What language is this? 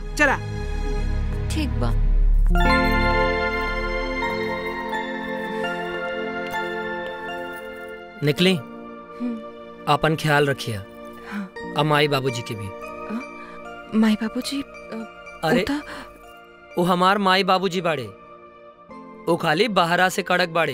Bhojpuri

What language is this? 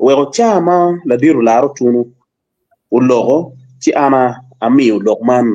Acoli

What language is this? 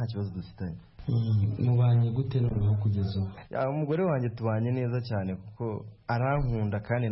Kinyarwanda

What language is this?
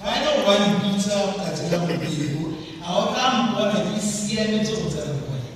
Tswana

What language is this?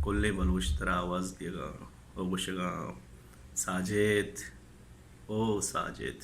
Baluchi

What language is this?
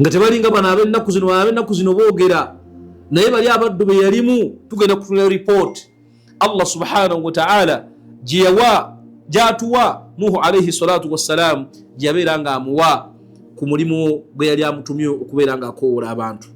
Ganda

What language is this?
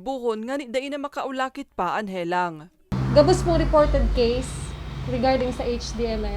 Bikol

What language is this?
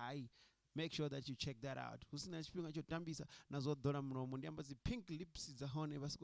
Venda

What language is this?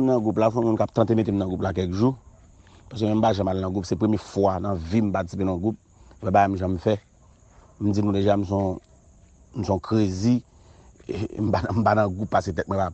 Haitian Creole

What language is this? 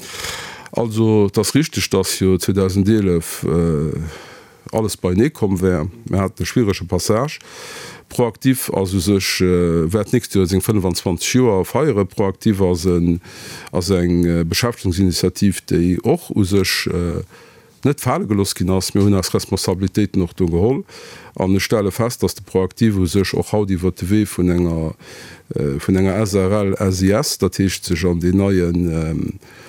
Luxembourgish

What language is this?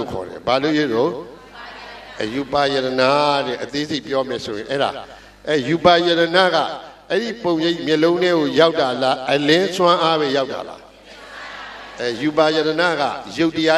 Burmese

